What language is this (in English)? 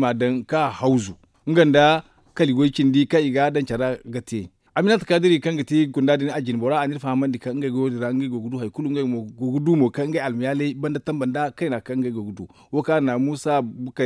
Zarma